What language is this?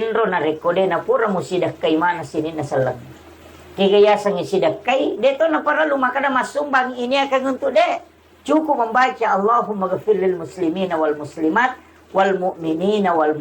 Buginese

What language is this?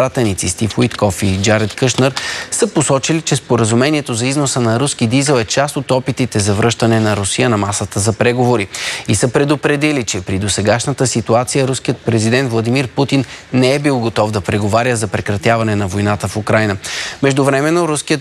Bulgarian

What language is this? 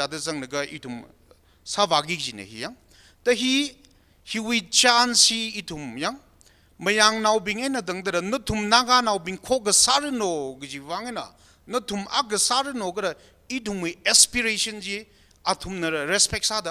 Tangkhul Naga (India)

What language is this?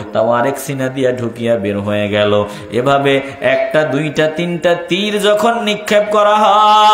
Bangla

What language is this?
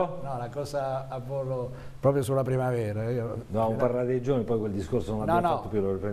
Italian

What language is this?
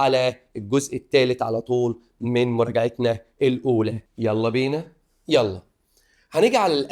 Egyptian Arabic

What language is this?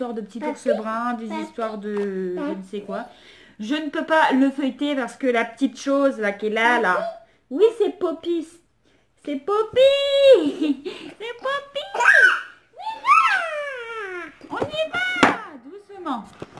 French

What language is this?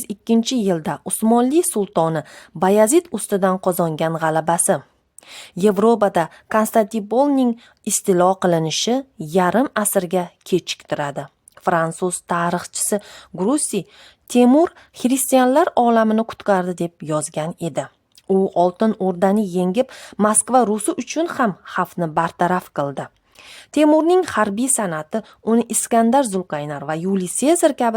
Uzbek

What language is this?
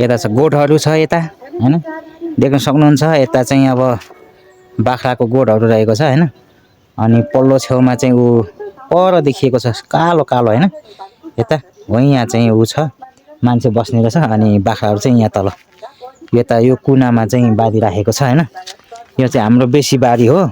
Nepali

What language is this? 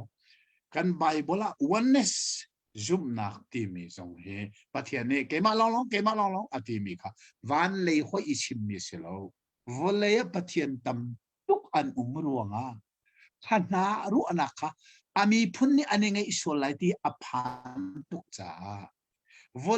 Hakha Chin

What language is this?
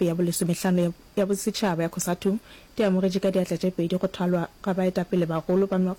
Northern Sotho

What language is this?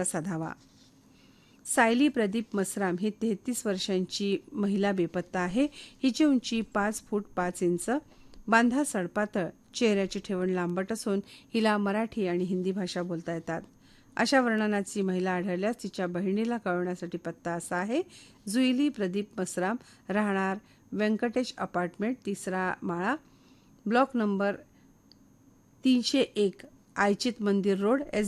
Marathi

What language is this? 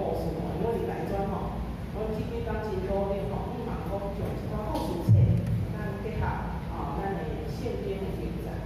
Min Nan Chinese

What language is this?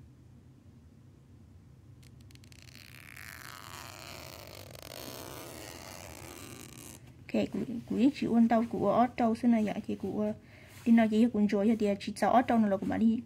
Vietnamese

